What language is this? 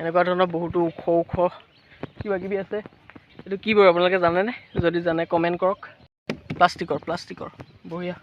Assamese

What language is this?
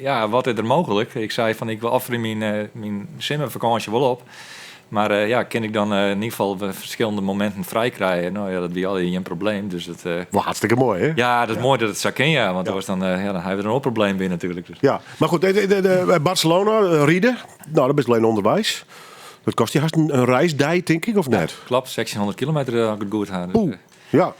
Western Frisian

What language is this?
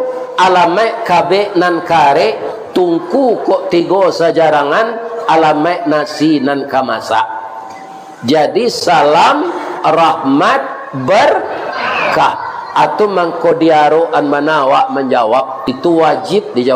Minangkabau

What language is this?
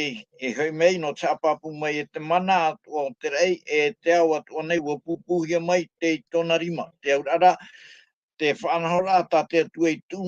Tahitian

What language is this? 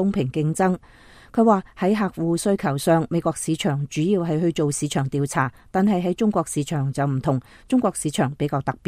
Cantonese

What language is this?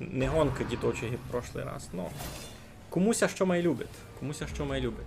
Rusyn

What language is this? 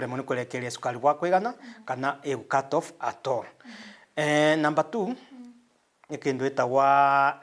Meru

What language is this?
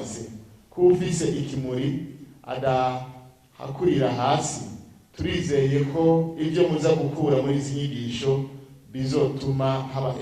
Rundi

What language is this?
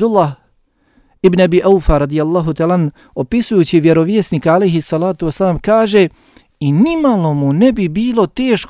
Bosnian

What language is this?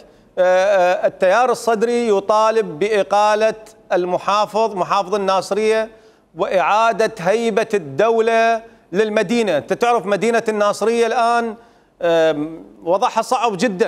Mesopotamian Arabic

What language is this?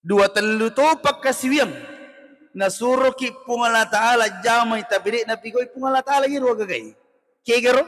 Buginese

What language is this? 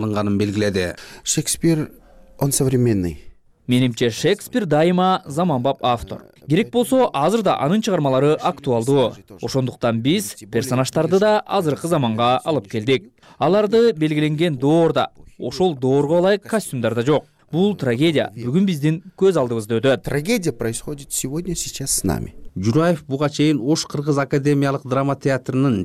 Kyrgyz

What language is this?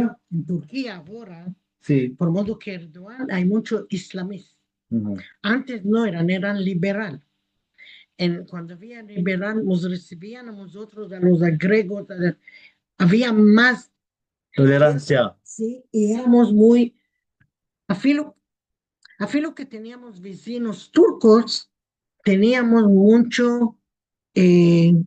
Ladino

